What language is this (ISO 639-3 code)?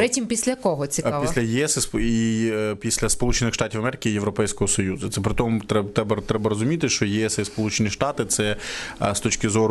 ukr